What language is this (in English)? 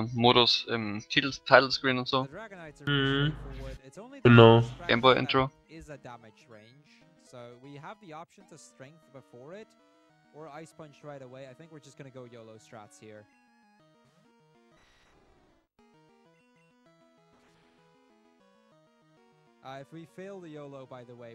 German